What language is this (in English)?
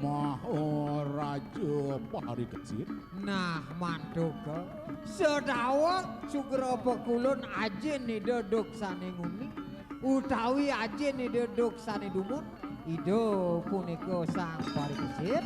Balinese